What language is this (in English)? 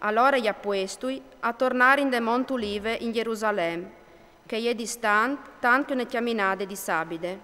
Friulian